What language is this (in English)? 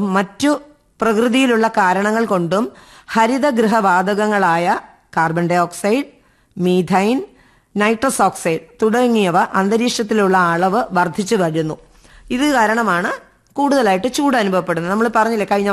Malayalam